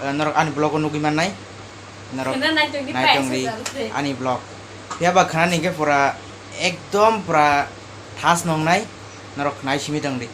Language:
Kok Borok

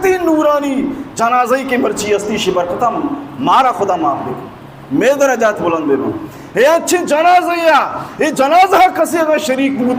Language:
Baluchi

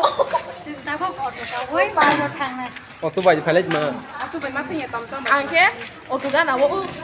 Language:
Kok Borok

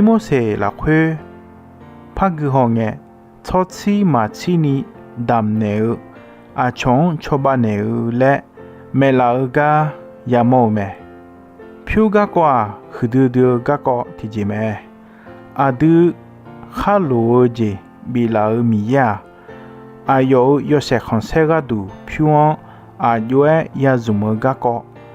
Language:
Akha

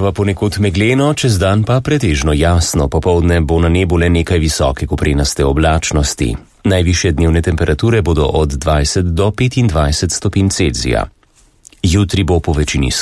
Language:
Slovenian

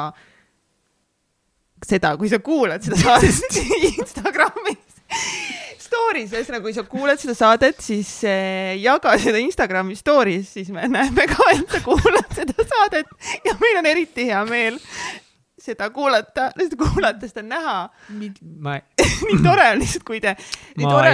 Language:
Estonian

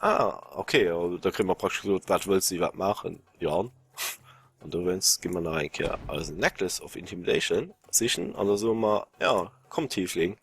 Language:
Luxembourgish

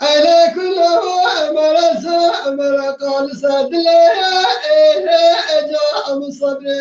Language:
Kurdish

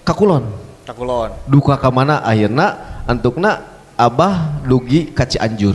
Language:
Sundanese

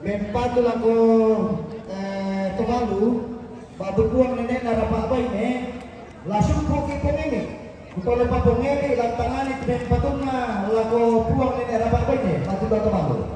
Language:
Toraja-Sa'dan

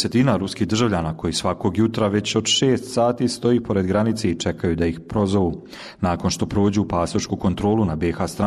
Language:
Bosnian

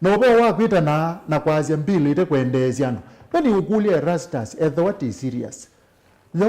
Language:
Kamba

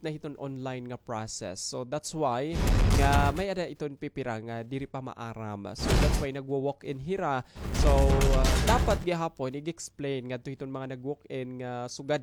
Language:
Waray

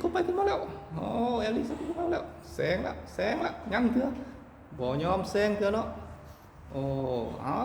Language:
Lao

